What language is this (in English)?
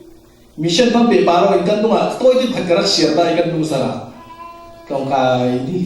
Falam Chin